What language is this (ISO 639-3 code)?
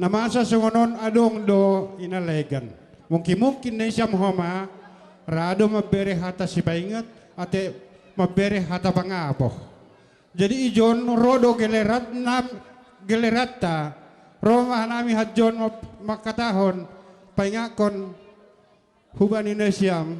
bts